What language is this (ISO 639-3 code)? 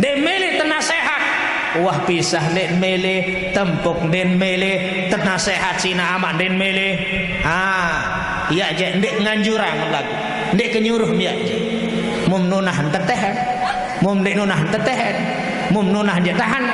sas